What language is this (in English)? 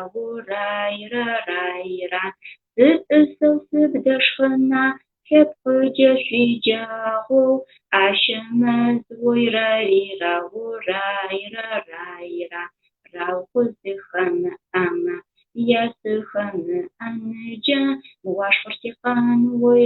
Adyghe